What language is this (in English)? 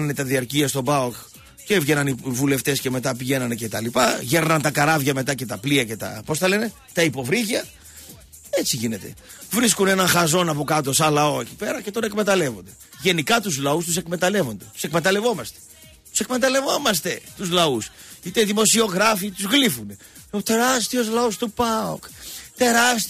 Greek